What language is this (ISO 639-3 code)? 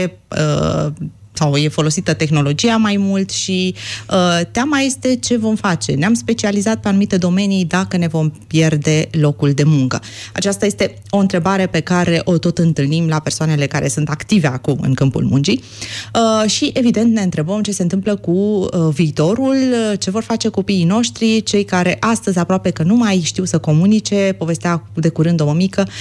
ron